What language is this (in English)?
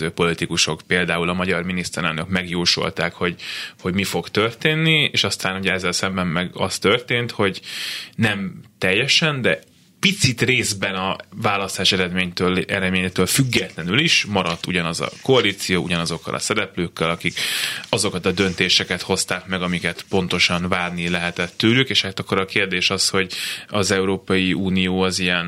Hungarian